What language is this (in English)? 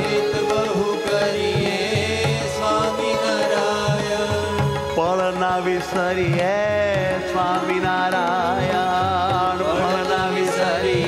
Gujarati